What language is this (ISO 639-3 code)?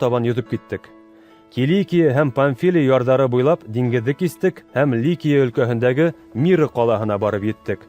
bak